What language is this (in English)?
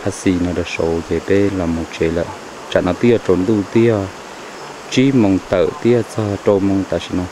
Hmong